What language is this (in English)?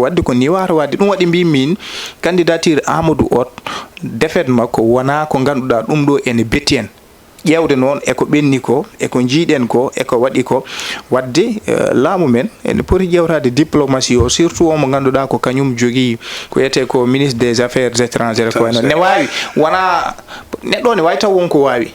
Fula